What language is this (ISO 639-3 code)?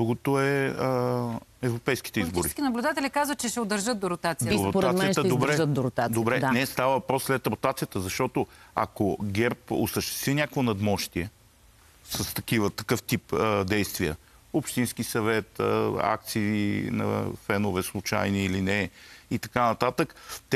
bul